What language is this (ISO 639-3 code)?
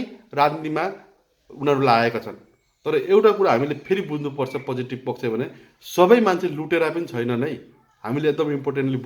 nep